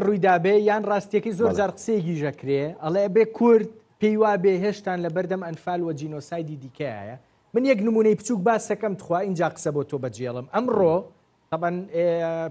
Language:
Central Kurdish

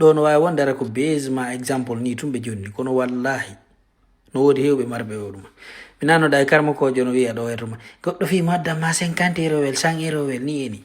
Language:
Fula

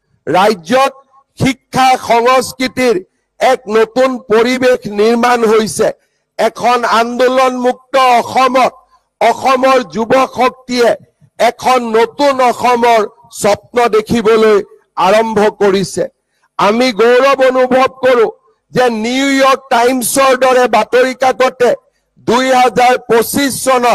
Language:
Assamese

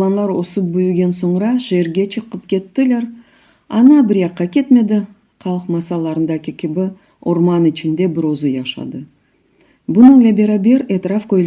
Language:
Crimean Tatar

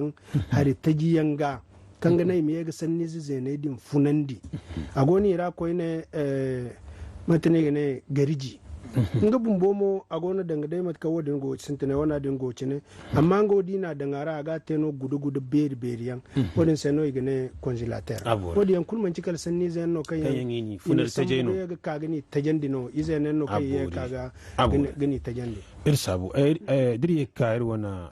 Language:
Zarma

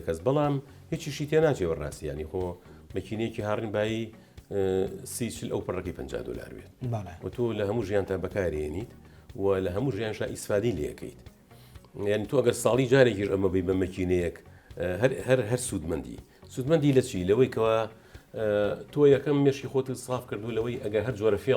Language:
Central Kurdish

